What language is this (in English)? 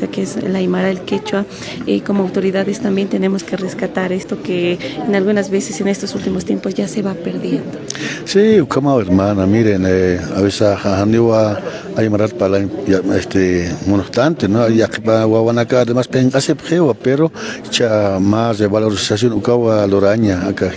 Aymara